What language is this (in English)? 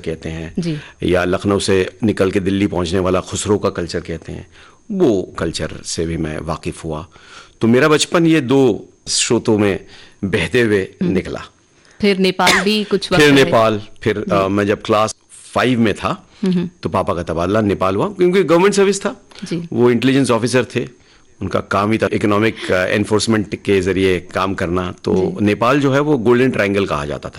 Hindi